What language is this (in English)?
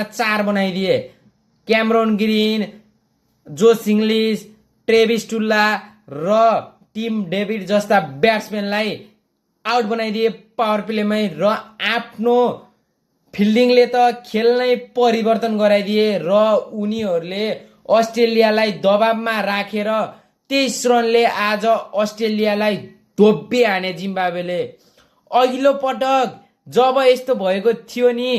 Nepali